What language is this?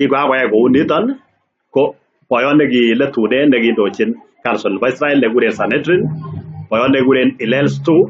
Kalenjin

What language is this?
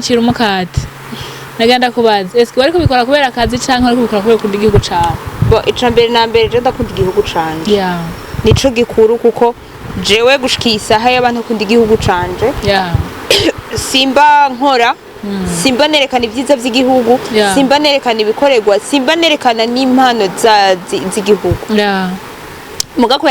Rundi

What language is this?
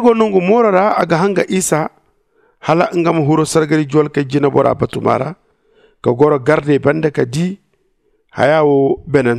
Zarma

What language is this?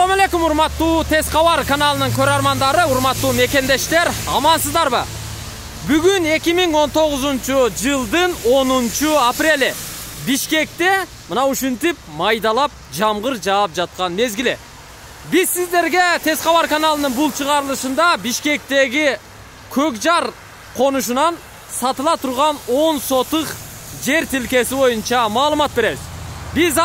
Kyrgyz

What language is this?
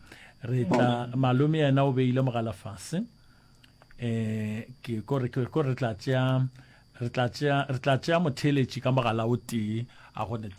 Northern Sotho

